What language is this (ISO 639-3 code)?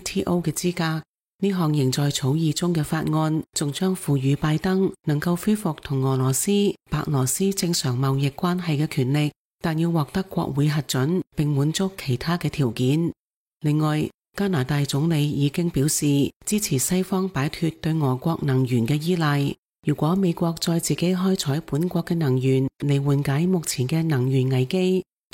yue